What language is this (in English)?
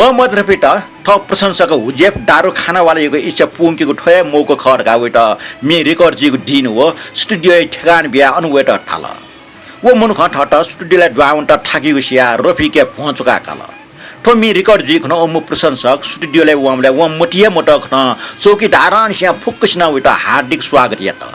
Newari